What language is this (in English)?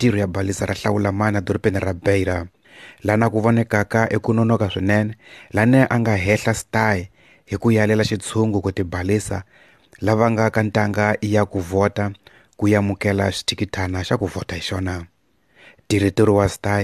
Tsonga